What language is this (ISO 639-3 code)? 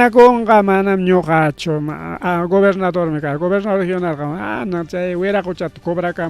quy